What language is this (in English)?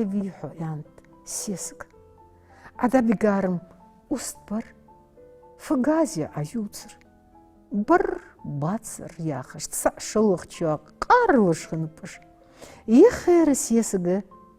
Ingush